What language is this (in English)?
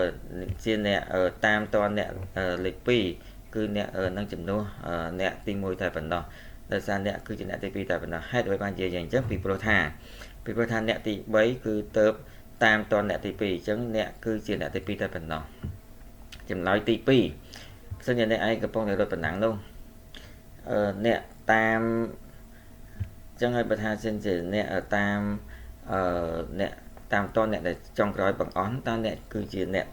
Khmer